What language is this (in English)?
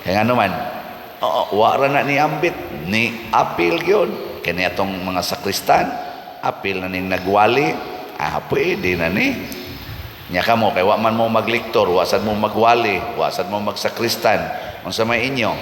Cebuano